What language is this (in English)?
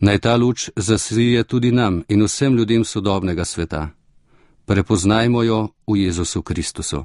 Slovenian